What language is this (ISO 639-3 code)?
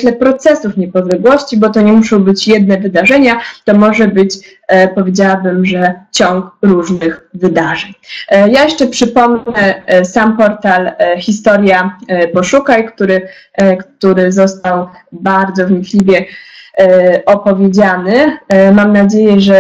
pol